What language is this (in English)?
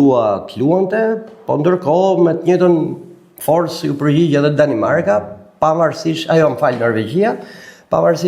Albanian